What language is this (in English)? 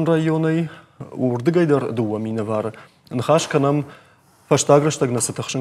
Ossetic